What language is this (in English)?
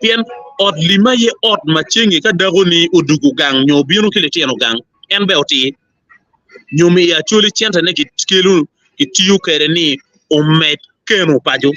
Acoli